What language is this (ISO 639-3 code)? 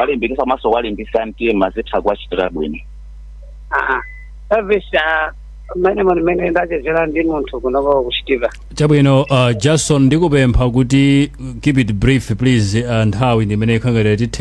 nya